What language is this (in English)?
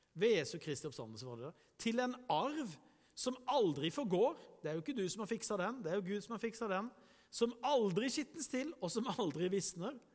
Norwegian